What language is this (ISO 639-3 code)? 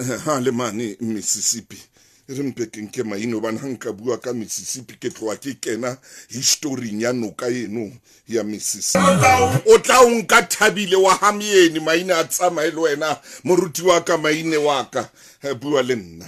sot